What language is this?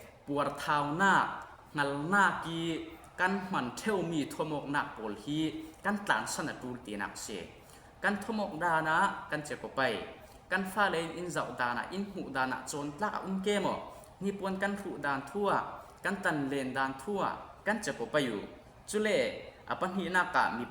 Falam Chin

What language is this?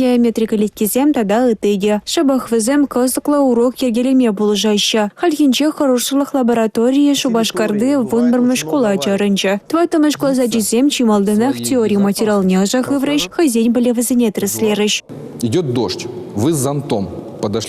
Chuvash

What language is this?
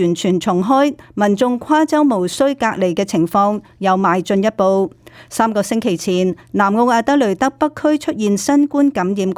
Cantonese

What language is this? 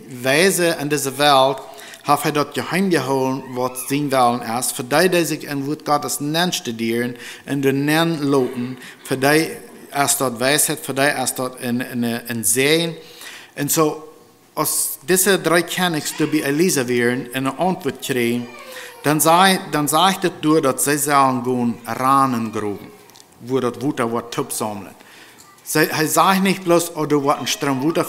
Plautdietsch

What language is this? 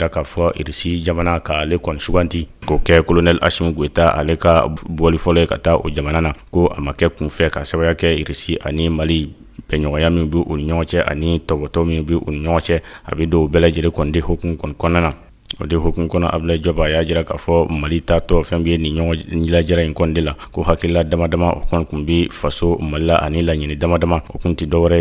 Bambara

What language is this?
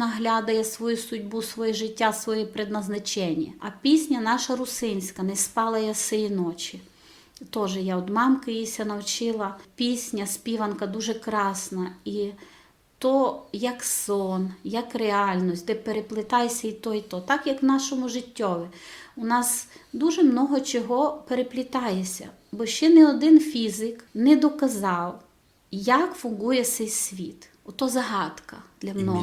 Rusyn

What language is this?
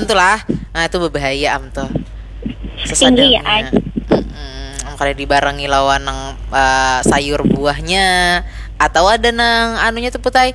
Banjar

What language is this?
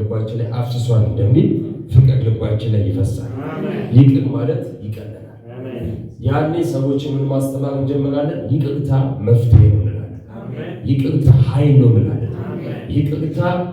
Amharic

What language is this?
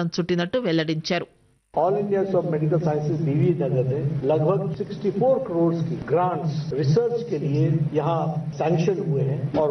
Telugu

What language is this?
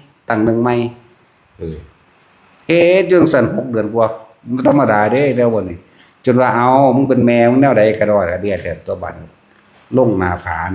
Northeastern Thai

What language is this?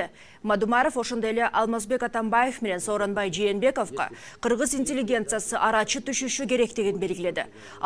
Kyrgyz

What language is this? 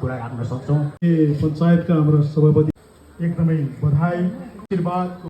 Nepali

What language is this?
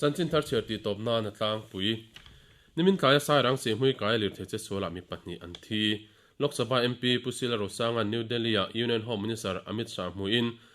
Mizo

